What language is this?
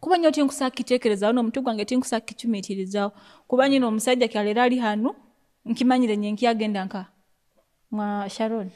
Nyoro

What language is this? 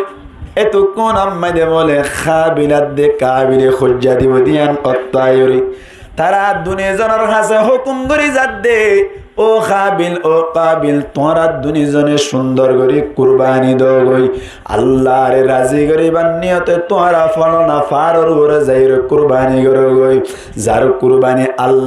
Rohingya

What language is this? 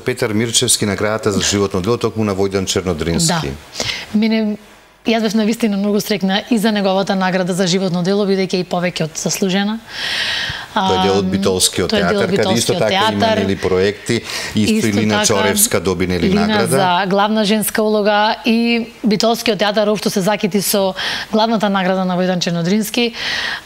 Macedonian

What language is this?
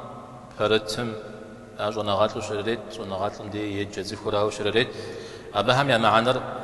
Kabardian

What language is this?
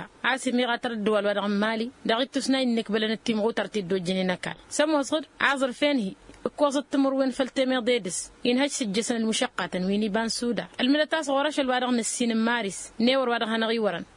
Tamasheq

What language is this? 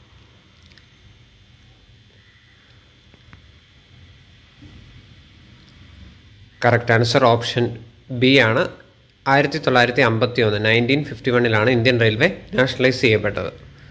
Malayalam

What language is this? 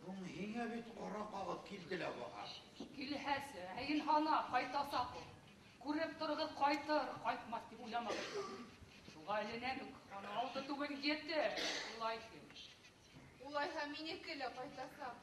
Bashkir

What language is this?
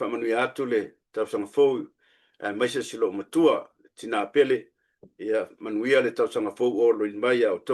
Samoan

